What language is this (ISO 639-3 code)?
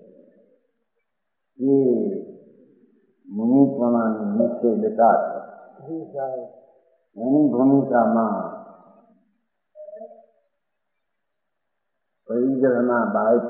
guj